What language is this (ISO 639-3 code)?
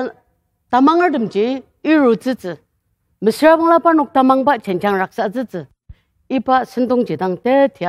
njo